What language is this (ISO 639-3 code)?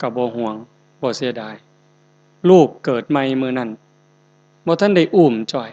tts